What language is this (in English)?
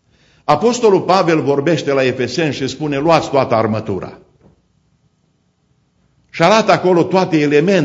Romanian